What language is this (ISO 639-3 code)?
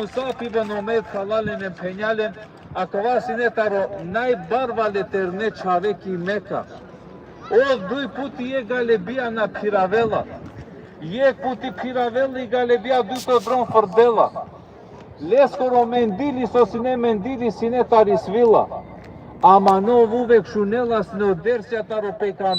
rmn